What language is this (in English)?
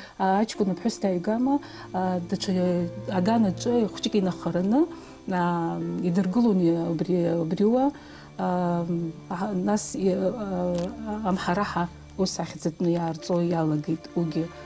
Abkhazian